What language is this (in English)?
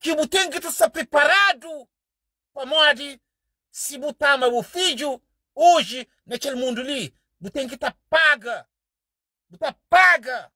Kabuverdianu